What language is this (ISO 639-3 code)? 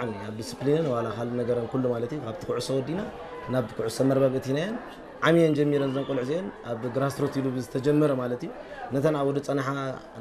tir